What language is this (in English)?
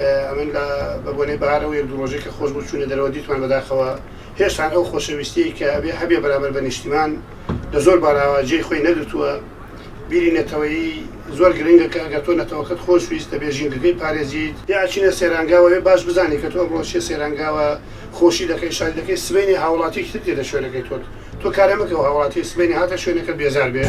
Central Kurdish